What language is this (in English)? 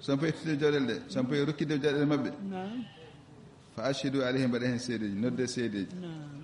Fula